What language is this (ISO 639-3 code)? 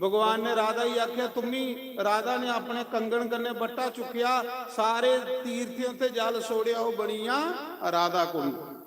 doi